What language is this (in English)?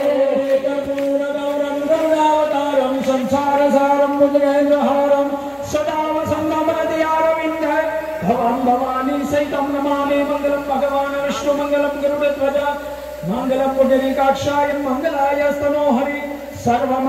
Gujarati